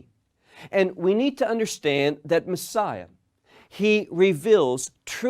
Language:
English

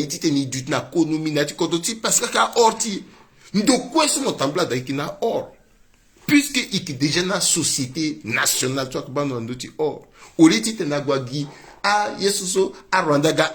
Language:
Sango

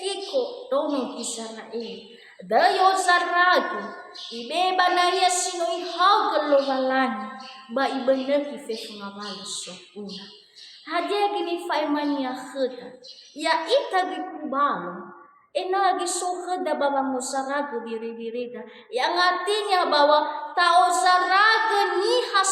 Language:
Nias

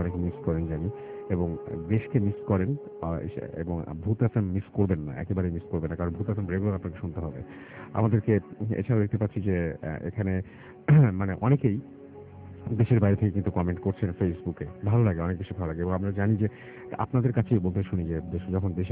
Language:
Bangla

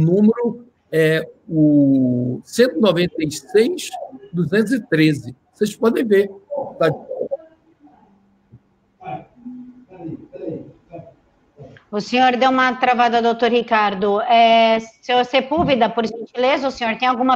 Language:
Portuguese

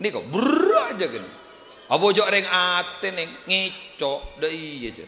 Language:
Madurese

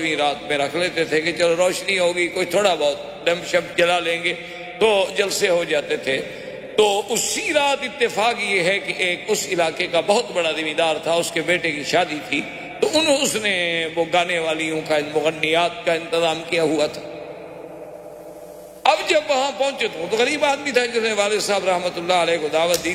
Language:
Urdu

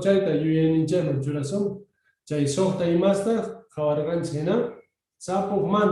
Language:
South Bolivian Quechua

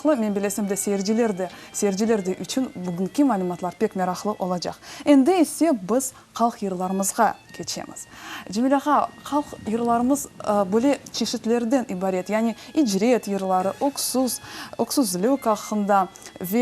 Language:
Crimean Tatar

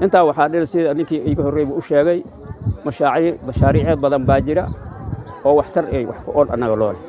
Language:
Somali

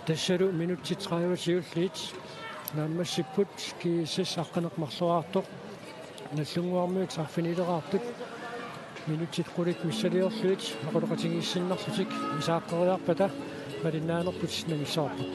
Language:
Kalaallisut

